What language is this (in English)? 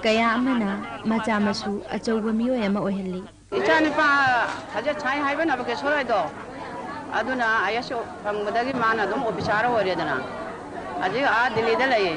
Manipuri